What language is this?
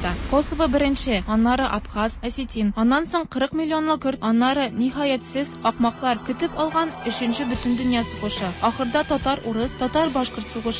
Tatar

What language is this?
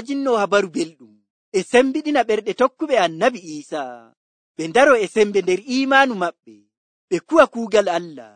Nigerian Fulfulde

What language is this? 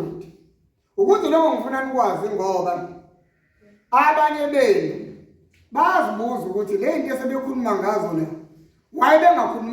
Zulu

